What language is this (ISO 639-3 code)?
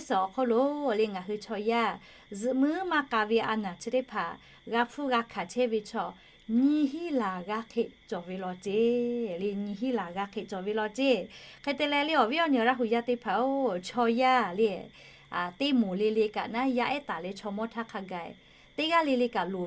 lhu